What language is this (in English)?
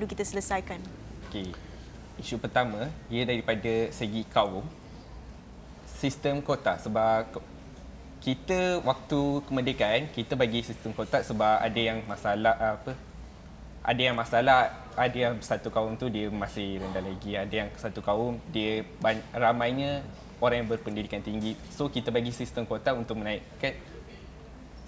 Malay